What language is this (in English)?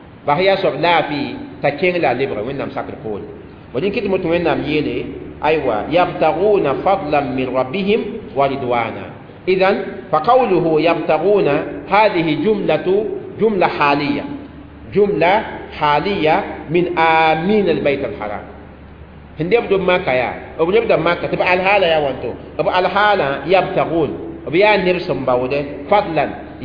Mossi